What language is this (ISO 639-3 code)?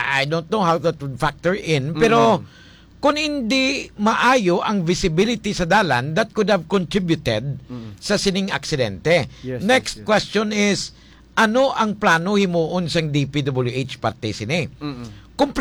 hil